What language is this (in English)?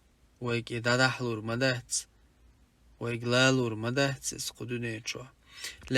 Chechen